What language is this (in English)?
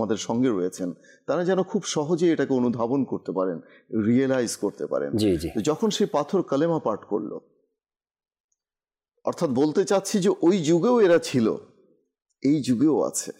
Bangla